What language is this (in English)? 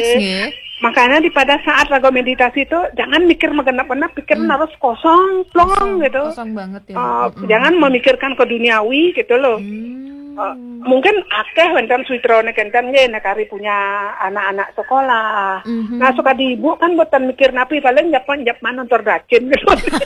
Balinese